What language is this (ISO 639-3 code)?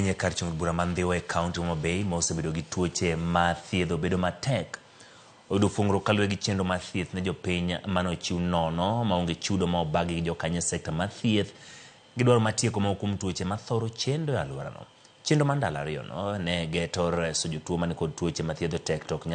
luo